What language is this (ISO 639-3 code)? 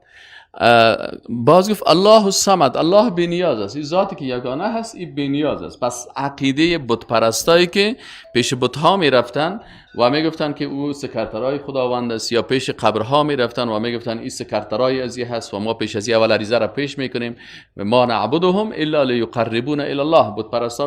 fas